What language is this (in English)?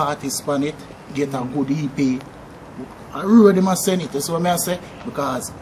Jamaican Creole English